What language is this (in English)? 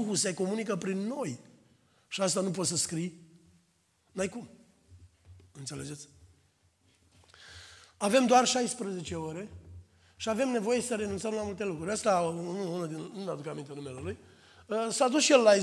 Romanian